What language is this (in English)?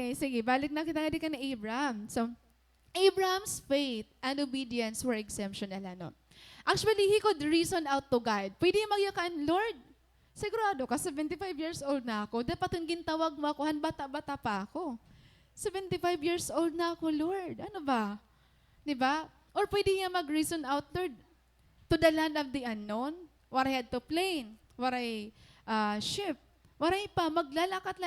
Waray